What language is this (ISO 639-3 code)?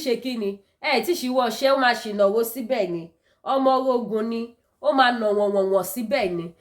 yor